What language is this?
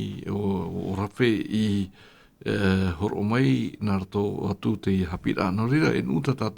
Tahitian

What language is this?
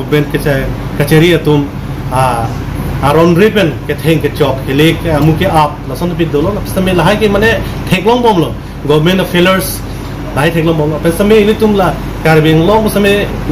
Karbi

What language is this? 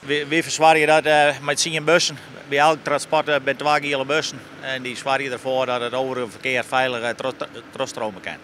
Western Frisian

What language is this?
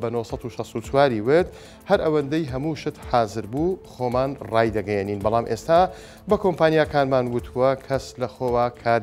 Central Kurdish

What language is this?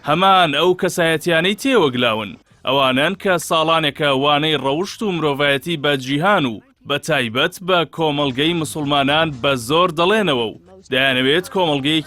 Central Kurdish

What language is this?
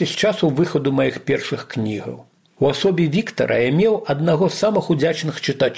Belarusian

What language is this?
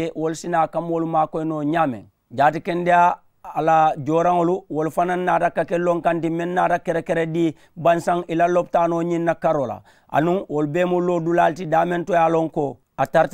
Mandingo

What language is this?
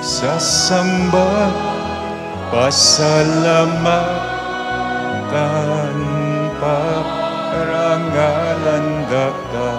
Pampanga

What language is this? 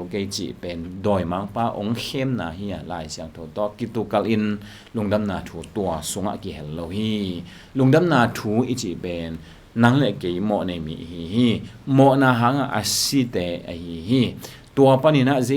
Tedim Chin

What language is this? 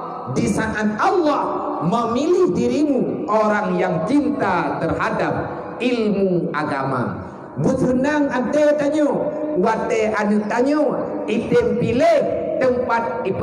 Achinese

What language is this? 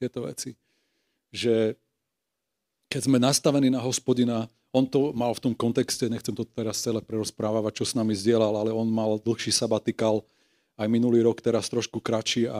Slovak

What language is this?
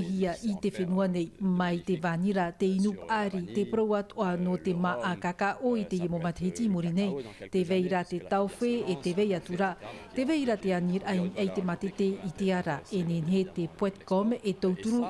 Tahitian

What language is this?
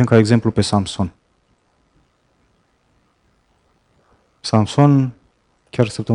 Romanian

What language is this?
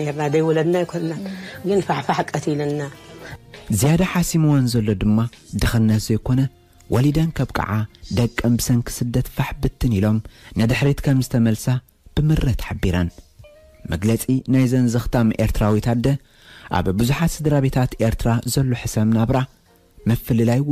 Tigrinya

